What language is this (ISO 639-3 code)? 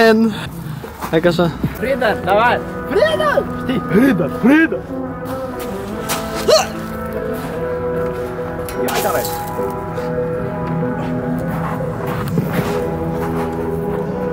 ron